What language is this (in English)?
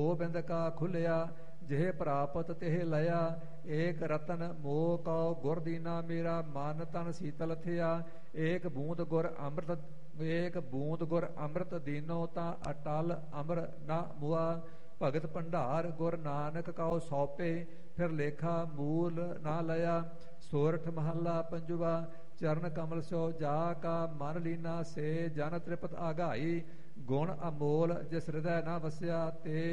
Punjabi